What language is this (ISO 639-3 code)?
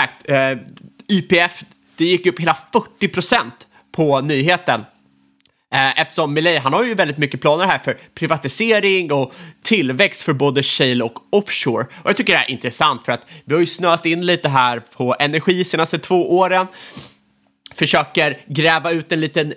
swe